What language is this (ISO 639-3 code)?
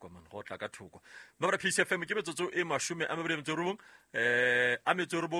sot